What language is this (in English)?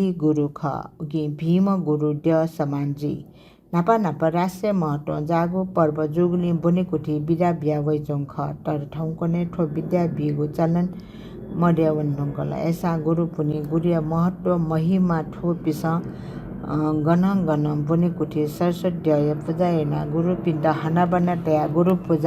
Newari